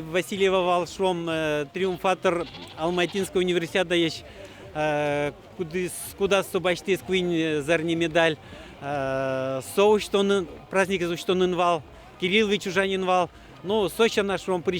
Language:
Udmurt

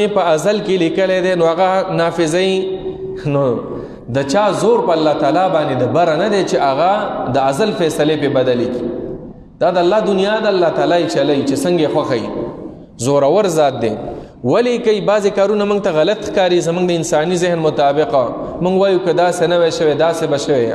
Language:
Pashto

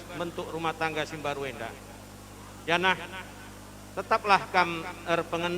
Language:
Batak Karo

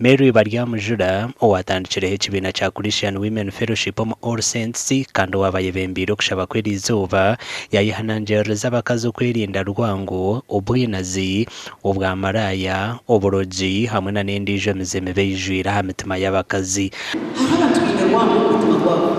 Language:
Nyankole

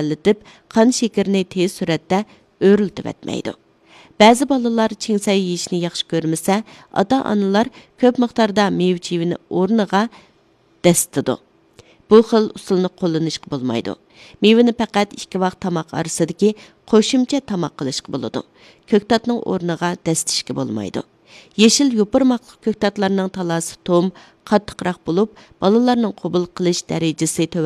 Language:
Uyghur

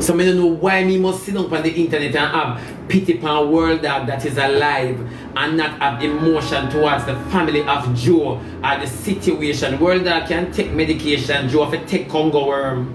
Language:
Jamaican Creole English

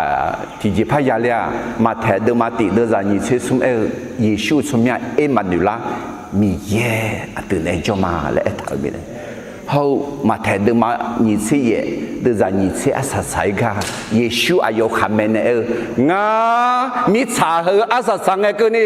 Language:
Akha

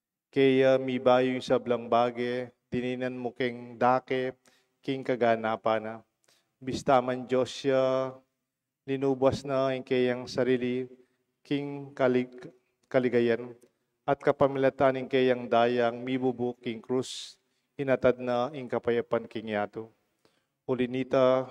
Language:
Pampanga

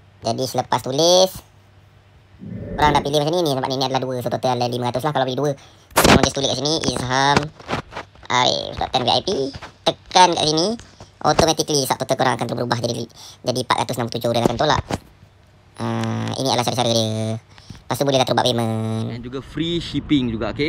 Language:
Malay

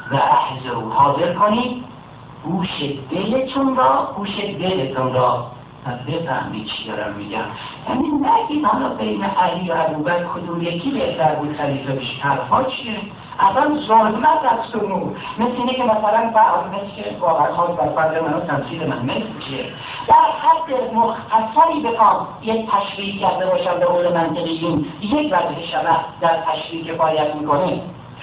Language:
Persian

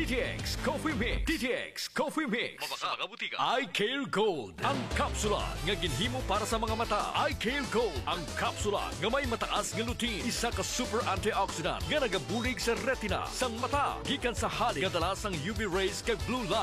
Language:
Hiligaynon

